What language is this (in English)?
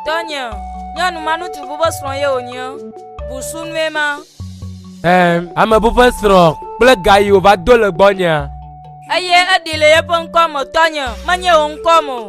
Ewe